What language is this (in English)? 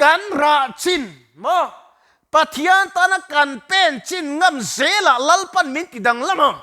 Mizo